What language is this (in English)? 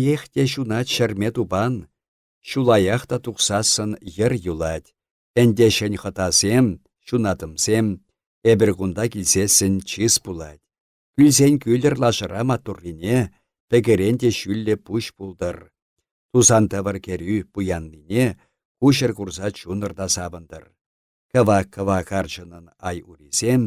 Chuvash